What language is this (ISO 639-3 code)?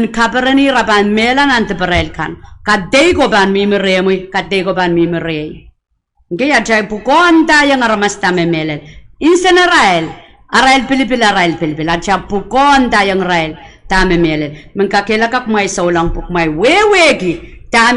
pon